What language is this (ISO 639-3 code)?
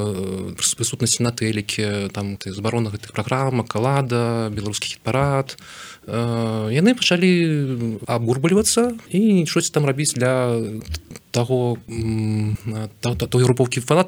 bel